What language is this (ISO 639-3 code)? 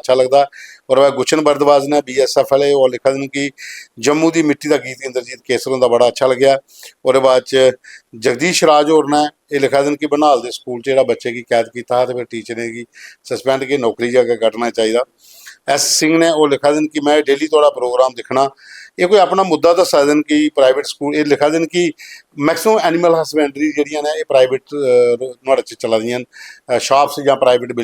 doi